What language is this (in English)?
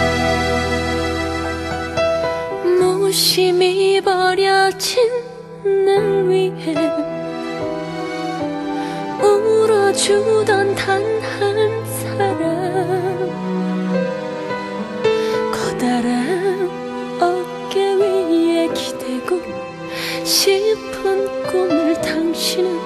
Korean